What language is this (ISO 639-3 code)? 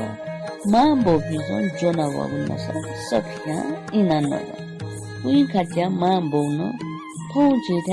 new